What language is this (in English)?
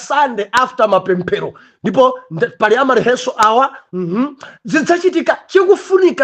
Nyanja